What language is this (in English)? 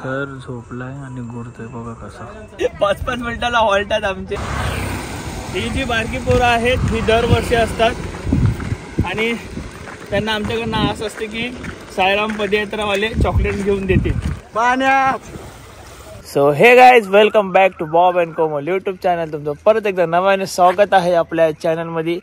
Marathi